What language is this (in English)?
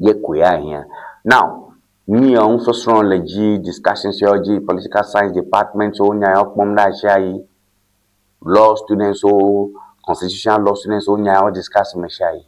Ewe